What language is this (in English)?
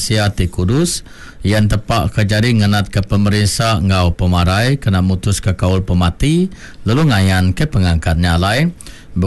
Iban